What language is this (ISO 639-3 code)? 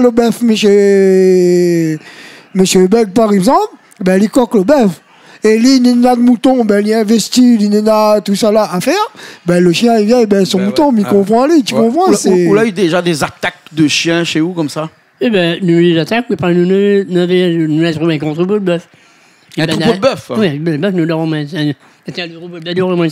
rcf